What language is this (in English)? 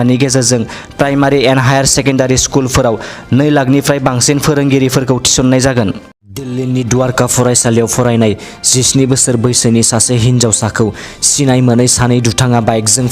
Bodo